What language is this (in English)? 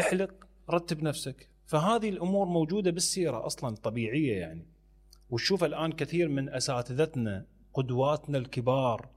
Mesopotamian Arabic